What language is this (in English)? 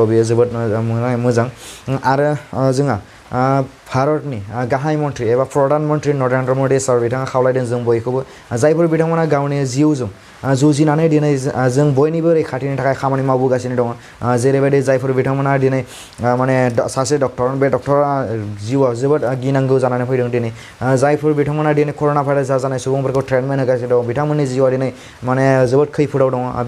Bodo